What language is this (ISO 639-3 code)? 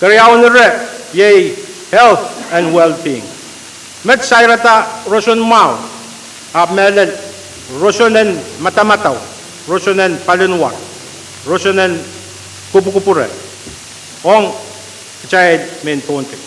pon